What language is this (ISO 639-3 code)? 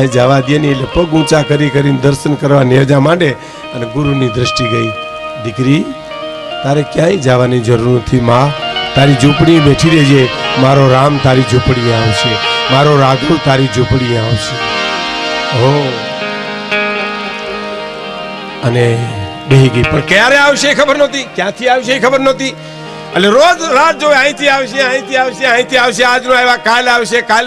guj